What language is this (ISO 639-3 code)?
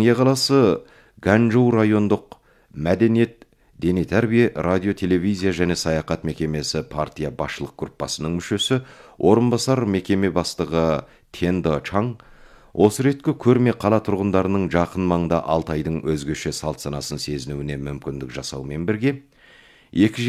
kaz